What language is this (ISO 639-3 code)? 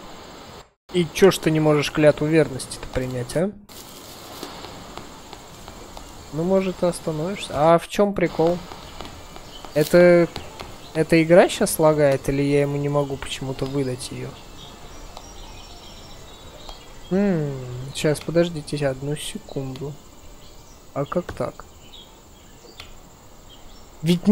rus